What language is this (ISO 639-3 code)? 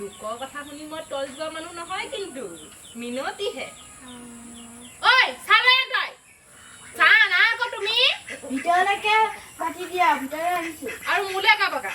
asm